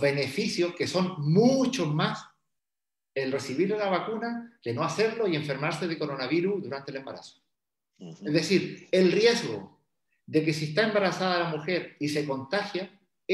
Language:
Spanish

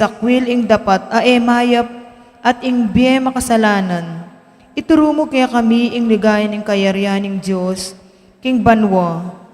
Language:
Pampanga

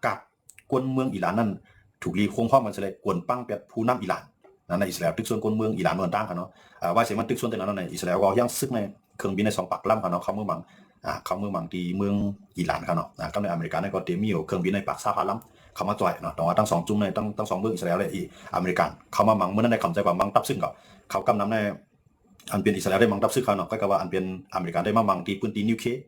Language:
Shan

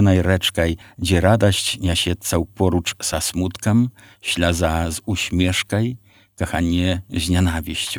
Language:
Belarusian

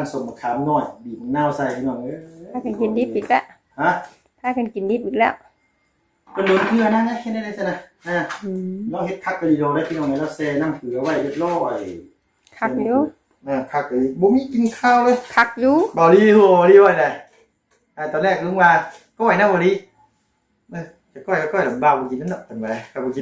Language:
Northeastern Thai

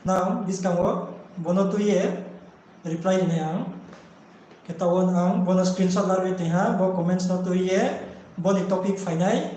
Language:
Riang (India)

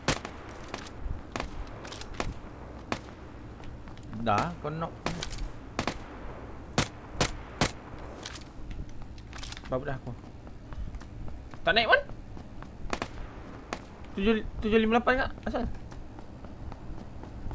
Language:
Malay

